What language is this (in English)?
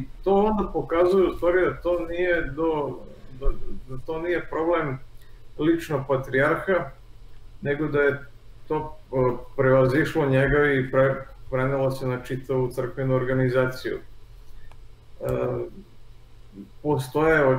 Serbian